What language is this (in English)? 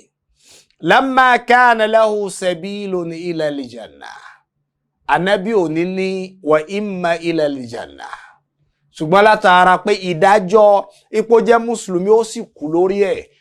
Yoruba